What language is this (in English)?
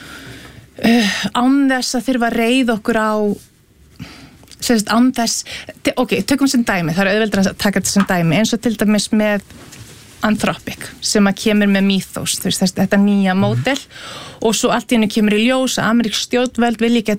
Icelandic